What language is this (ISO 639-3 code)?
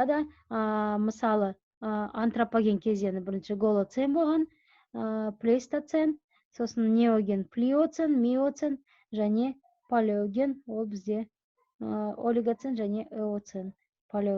kaz